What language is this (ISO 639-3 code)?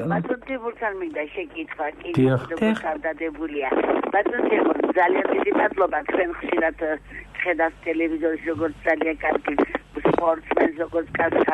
kat